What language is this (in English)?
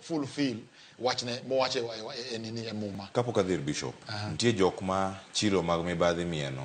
Luo (Kenya and Tanzania)